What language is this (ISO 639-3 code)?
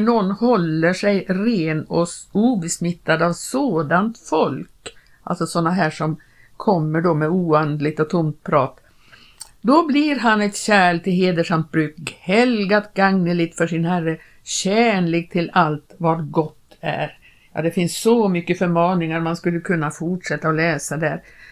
swe